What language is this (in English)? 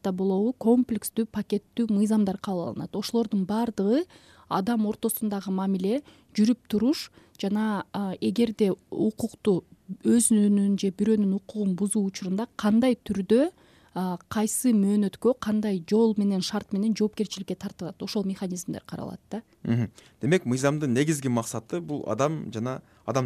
Kyrgyz